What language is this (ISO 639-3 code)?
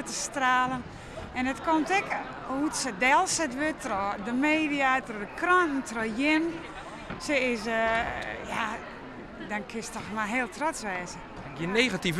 fry